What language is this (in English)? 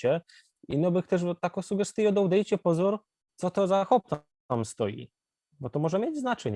Silesian